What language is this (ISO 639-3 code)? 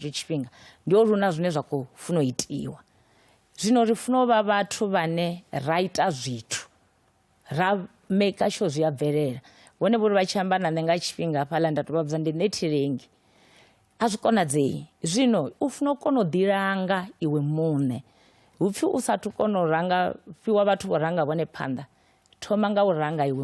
ven